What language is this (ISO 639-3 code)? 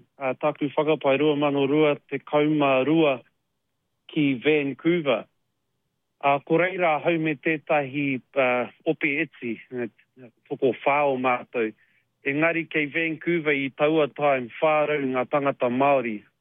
mri